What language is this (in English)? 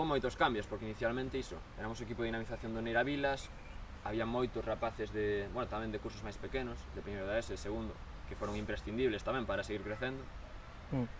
Galician